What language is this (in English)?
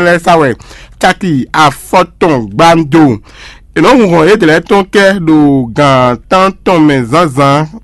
Fon